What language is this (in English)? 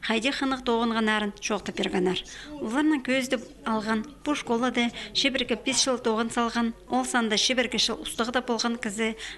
Khakas